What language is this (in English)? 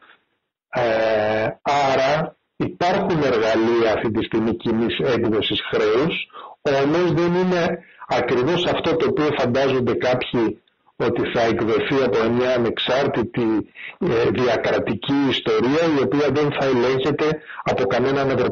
Greek